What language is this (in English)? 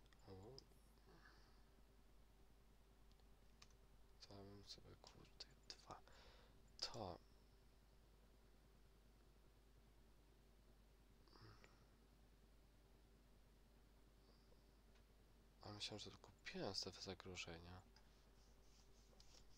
Polish